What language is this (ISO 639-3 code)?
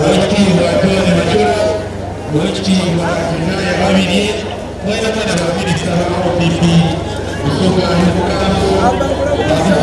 xog